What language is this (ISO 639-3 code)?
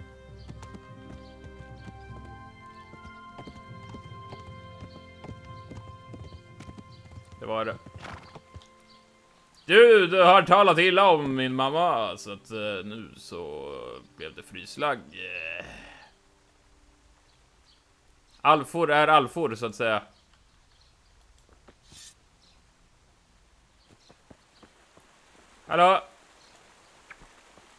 swe